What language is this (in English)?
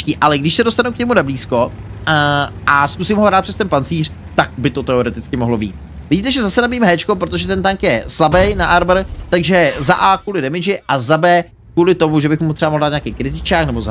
Czech